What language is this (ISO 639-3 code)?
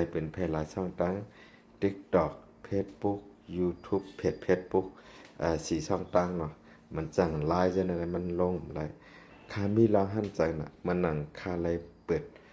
shn